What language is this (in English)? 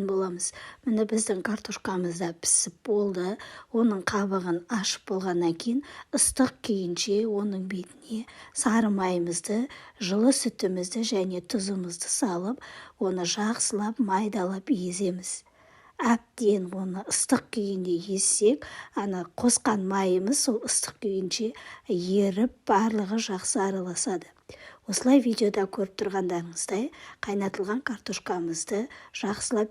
Kazakh